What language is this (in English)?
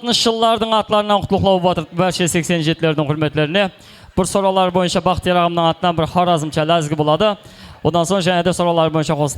Kara-Kalpak